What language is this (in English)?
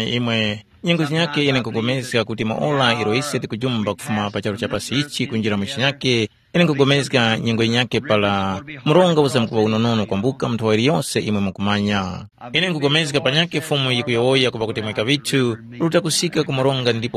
Tumbuka